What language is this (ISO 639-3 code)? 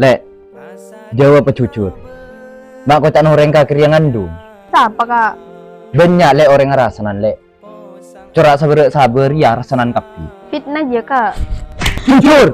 mad